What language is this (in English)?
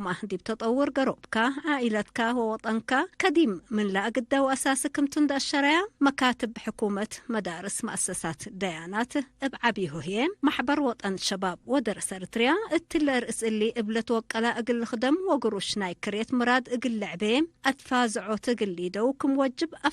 Tigre